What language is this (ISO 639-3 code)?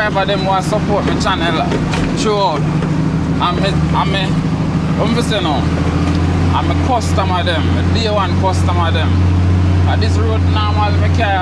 jam